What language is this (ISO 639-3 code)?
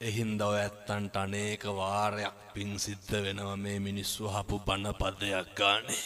sin